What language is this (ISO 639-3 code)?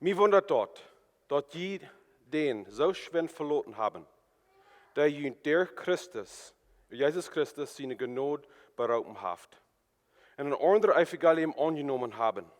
pdt